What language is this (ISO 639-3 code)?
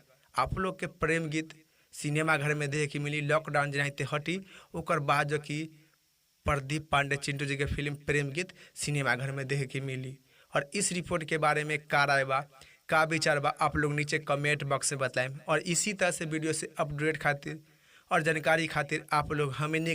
bho